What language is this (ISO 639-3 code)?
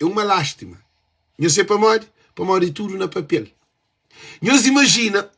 kea